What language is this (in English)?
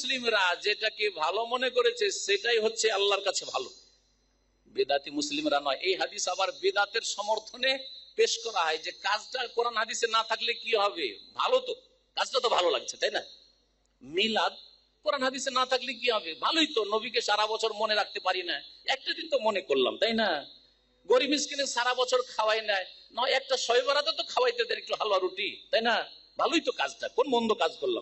Bangla